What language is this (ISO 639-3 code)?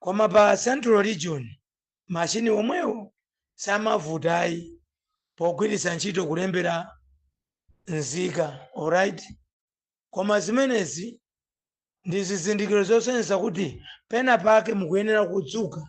nya